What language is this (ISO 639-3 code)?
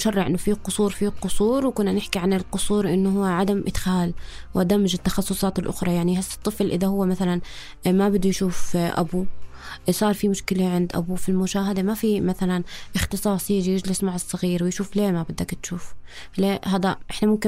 apc